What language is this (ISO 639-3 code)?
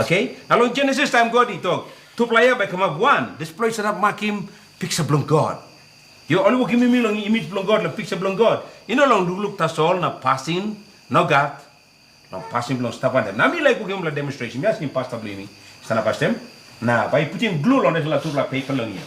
tpi